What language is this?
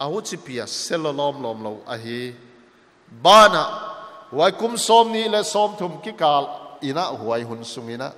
Paite Chin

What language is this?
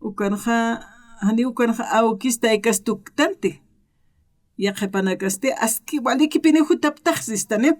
Aymara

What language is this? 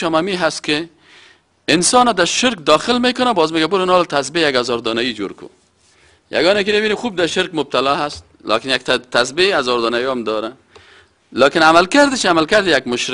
Persian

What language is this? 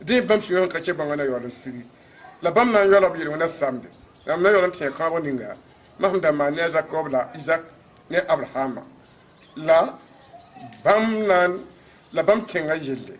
Mossi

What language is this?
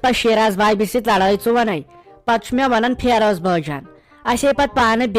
Kashmiri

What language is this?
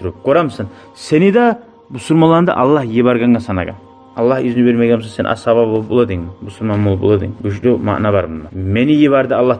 Kumyk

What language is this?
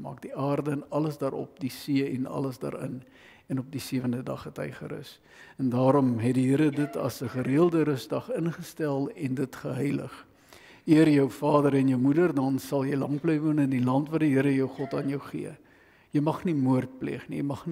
Afrikaans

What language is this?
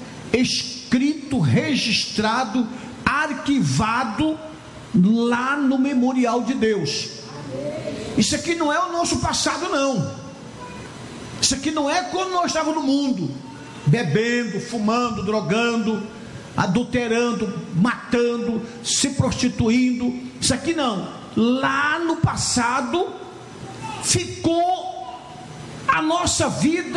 Portuguese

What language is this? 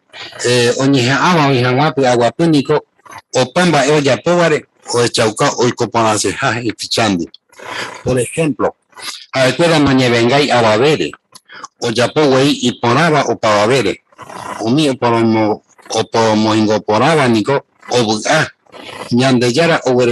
Guarani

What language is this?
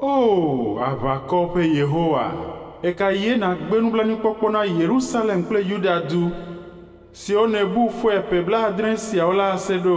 Ewe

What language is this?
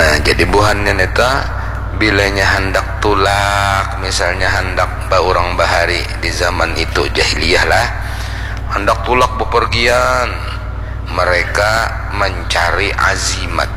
Banjar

